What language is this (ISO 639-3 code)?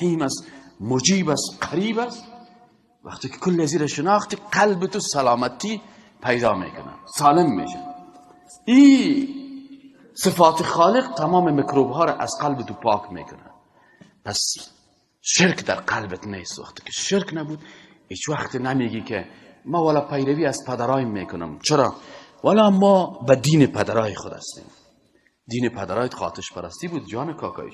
fas